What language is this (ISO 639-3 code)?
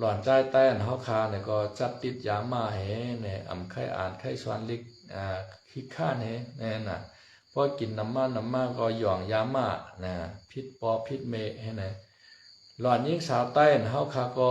shn